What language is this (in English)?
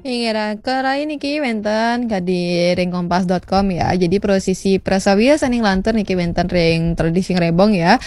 Balinese